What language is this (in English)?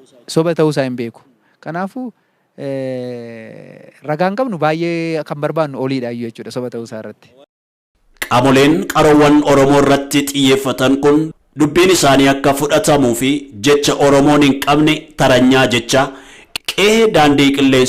Oromo